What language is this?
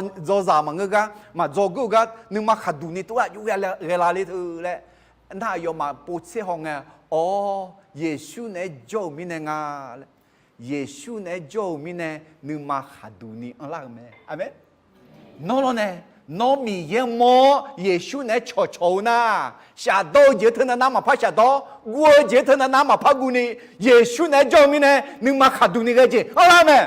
Akha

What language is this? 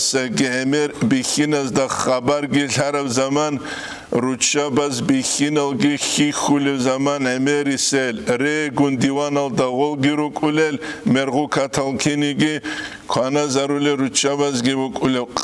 Avaric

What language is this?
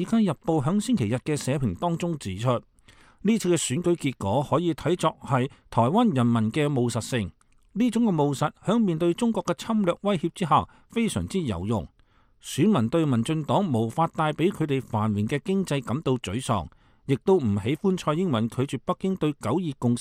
Cantonese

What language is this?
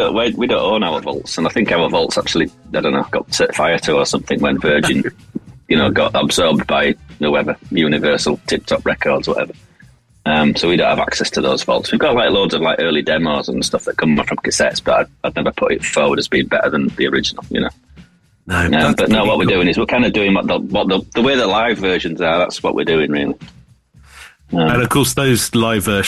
English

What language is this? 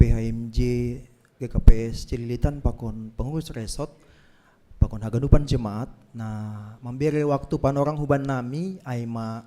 Batak Simalungun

